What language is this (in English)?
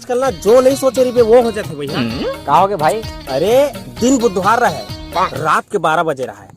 Chhattisgarhi